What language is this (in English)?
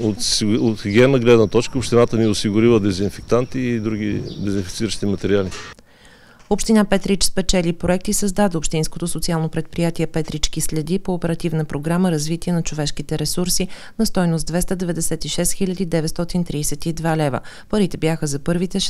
Bulgarian